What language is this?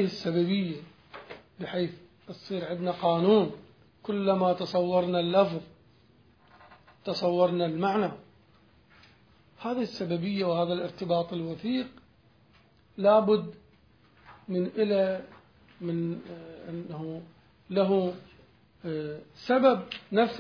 Arabic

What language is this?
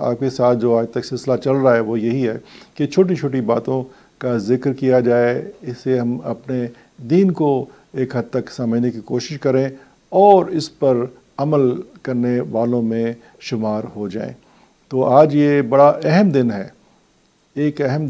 Urdu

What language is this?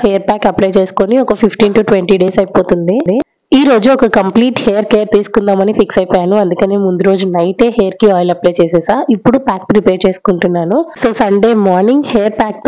Telugu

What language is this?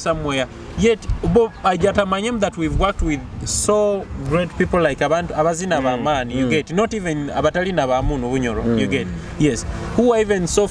Nyoro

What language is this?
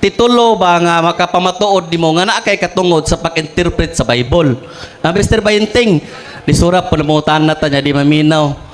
Cebuano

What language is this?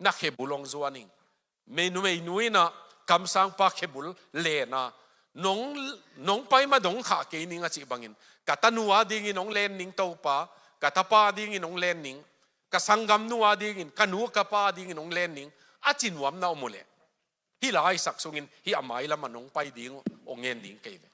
Tedim Chin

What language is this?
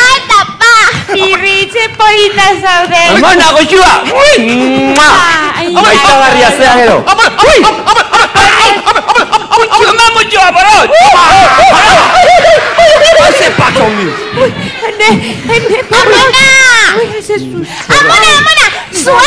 Basque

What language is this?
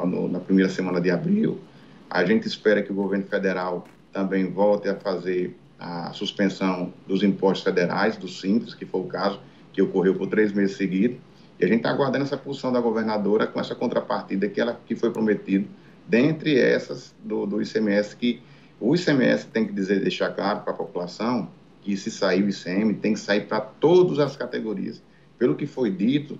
Portuguese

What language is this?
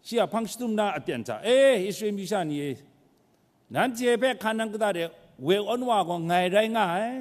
Kachin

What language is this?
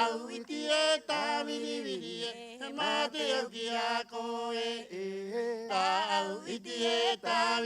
Rapanui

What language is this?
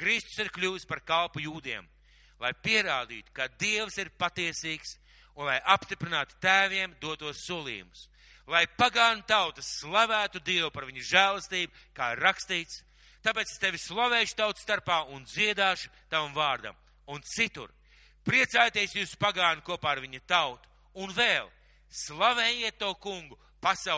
Latvian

